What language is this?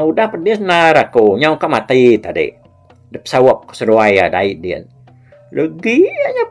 Iban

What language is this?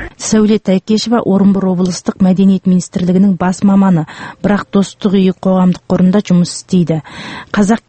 Kazakh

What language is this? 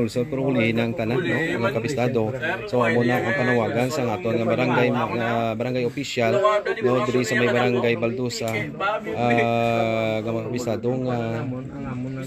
Hiligaynon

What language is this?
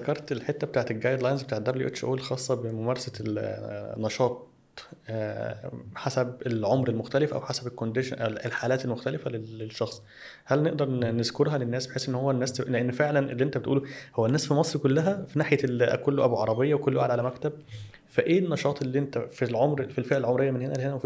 Egyptian Arabic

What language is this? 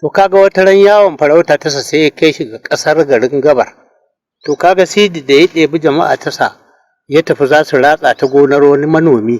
Hausa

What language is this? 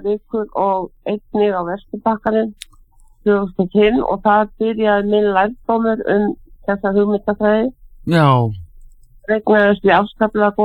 Icelandic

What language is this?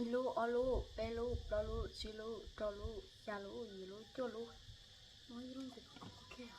Hmong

